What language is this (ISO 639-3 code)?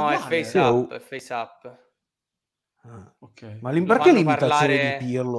ita